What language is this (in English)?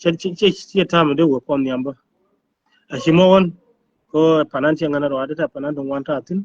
Nuer